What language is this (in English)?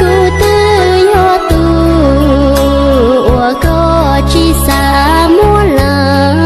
Hmong